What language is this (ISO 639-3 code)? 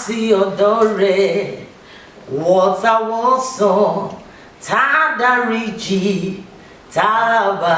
yor